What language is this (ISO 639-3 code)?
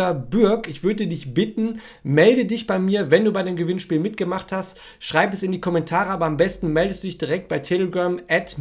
deu